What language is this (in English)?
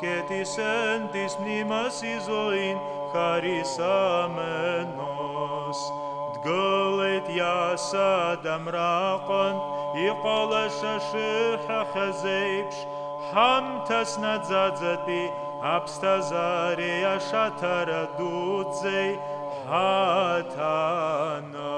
Abkhazian